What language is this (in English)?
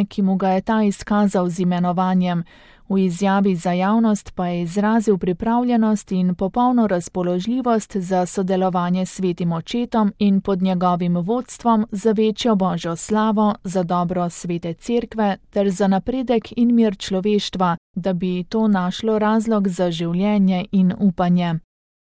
Slovenian